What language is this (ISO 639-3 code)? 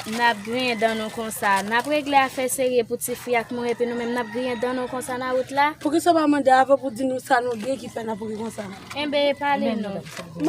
hat